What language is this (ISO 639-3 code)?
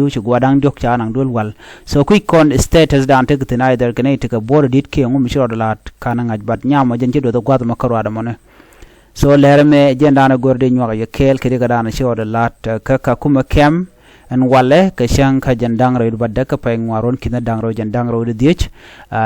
nus